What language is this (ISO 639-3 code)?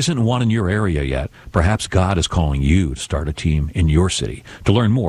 eng